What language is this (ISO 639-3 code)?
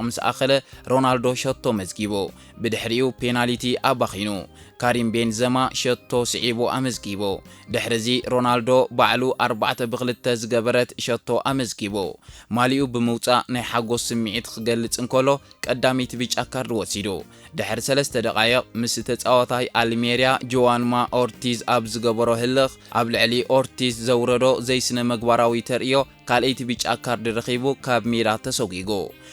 tir